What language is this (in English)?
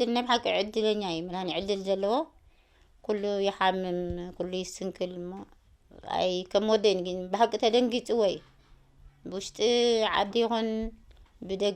Tigrinya